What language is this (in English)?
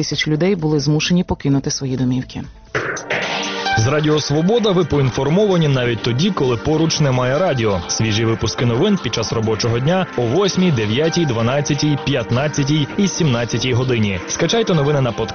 Ukrainian